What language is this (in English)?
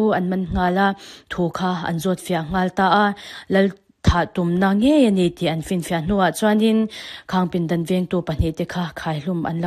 Mizo